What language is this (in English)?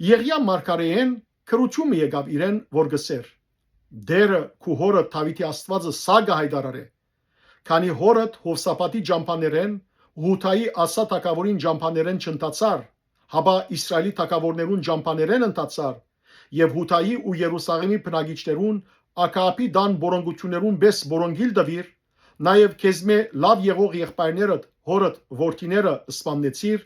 Western Armenian